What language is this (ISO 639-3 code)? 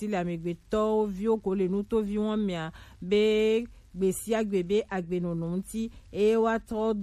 gej